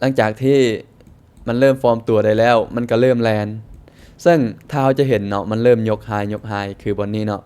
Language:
Lao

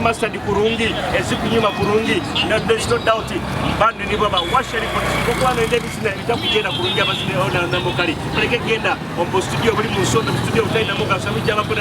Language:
Nyoro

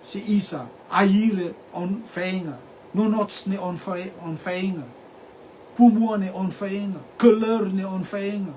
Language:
Rotuman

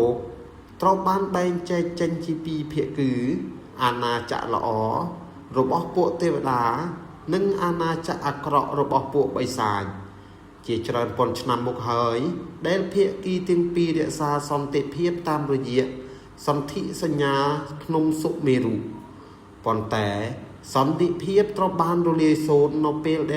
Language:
Khmer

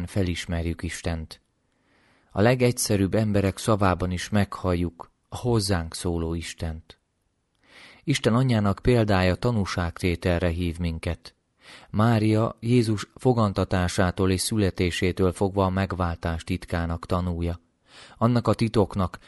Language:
Hungarian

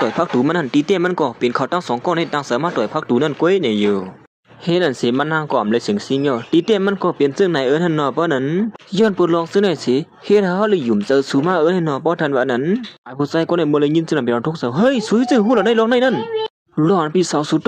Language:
Shan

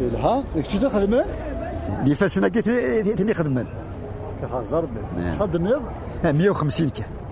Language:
Kabyle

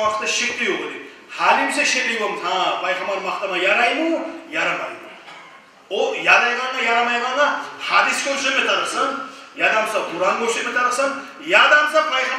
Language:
Kumyk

